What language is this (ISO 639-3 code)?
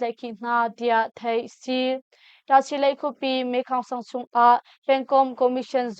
cnh